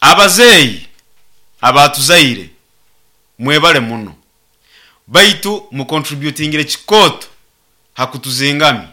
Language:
Nyoro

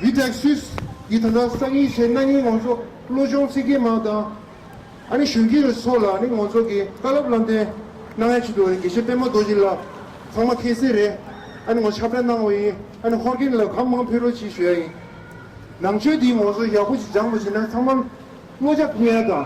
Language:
Tibetan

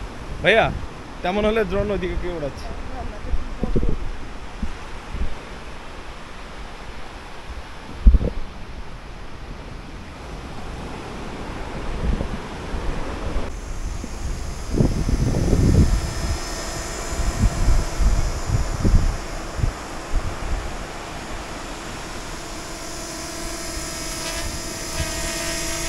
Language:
Bangla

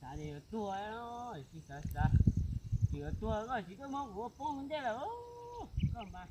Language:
Hmong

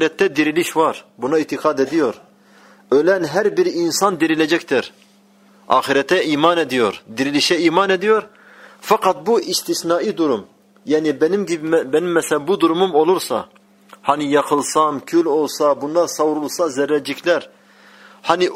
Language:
Turkish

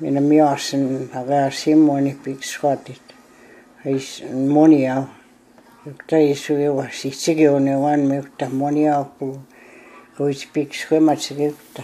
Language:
Plains Cree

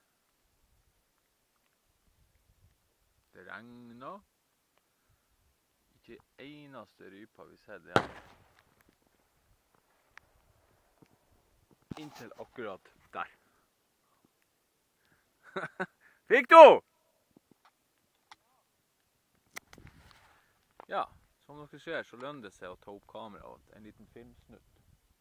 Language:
Norwegian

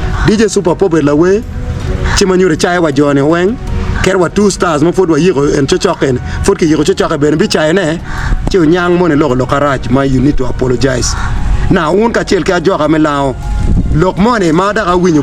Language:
Acoli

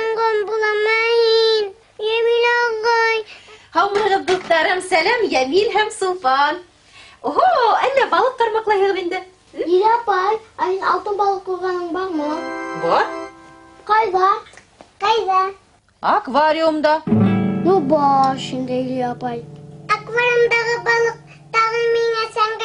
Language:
Bashkir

